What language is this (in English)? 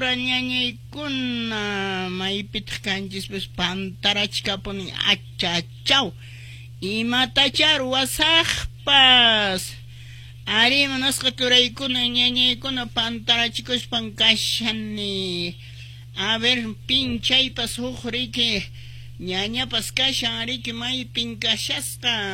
Quechua